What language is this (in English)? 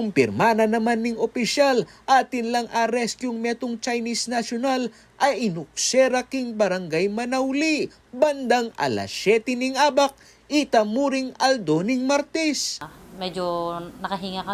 Pampanga